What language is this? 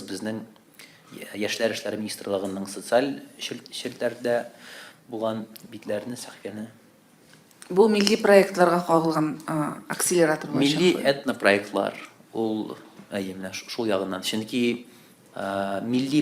Tatar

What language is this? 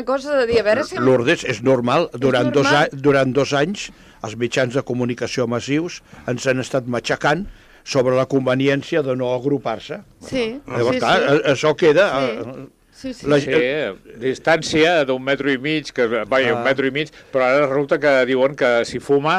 Catalan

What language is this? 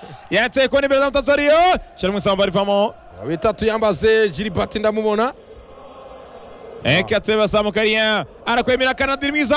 Kinyarwanda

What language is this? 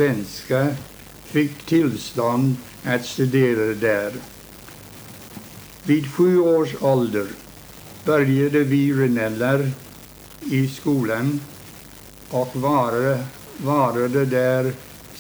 Swedish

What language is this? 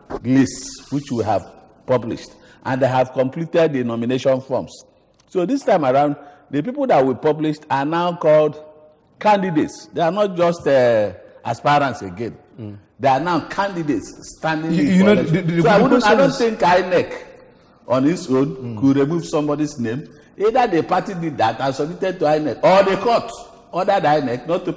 English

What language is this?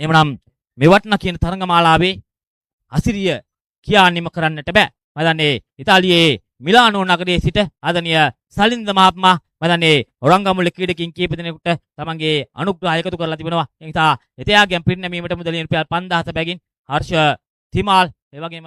Sinhala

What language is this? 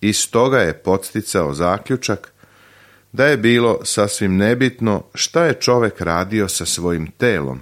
Serbian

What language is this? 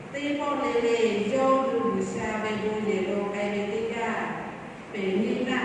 Lahu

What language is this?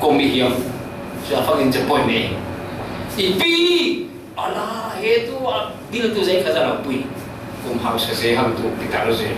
Falam Chin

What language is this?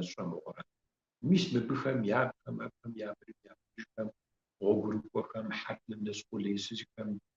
Kabardian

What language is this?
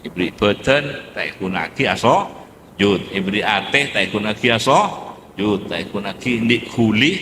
Madurese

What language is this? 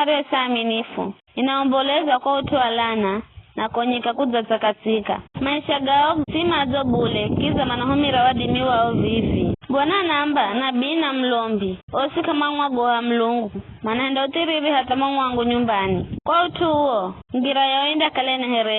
Giryama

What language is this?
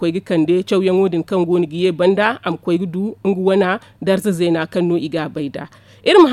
Zarma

